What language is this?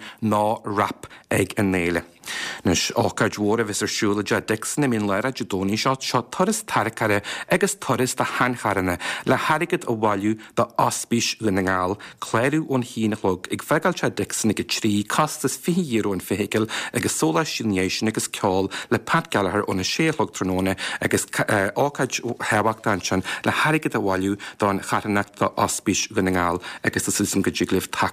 Irish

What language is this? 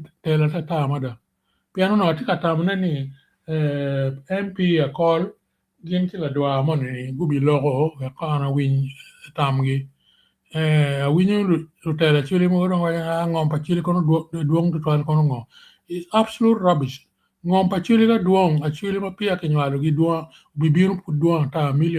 Acoli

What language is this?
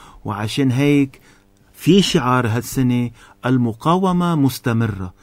North Levantine Arabic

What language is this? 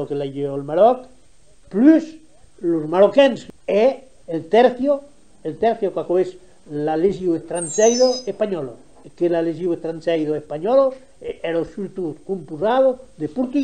Occitan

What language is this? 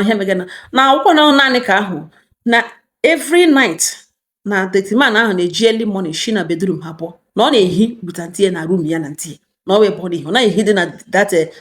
Igbo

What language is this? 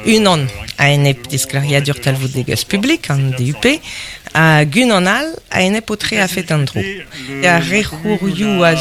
Breton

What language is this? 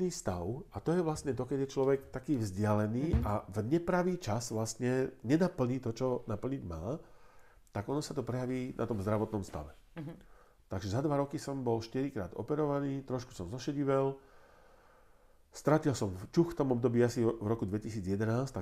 Slovak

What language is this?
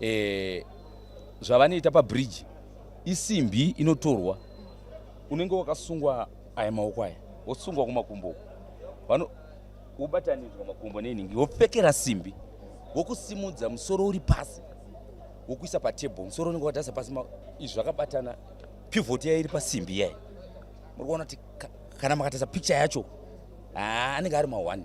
Shona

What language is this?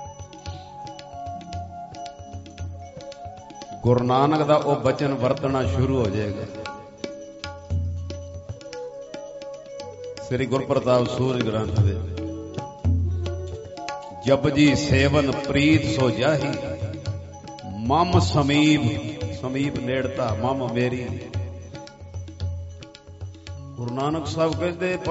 Punjabi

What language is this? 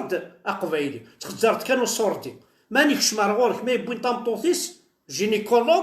Kabyle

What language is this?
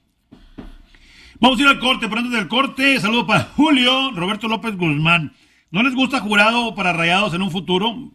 Spanish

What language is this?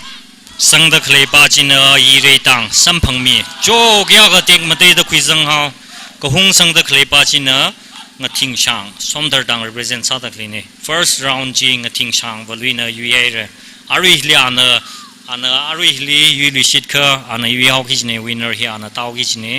Tangkhul Naga (India)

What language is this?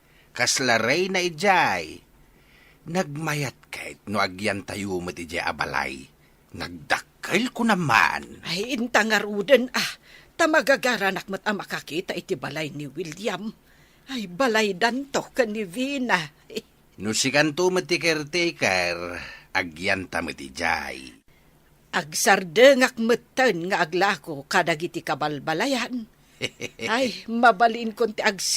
Iloko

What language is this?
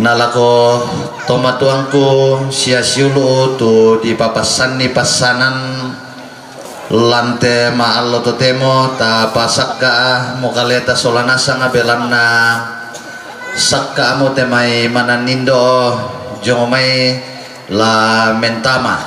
Toraja-Sa'dan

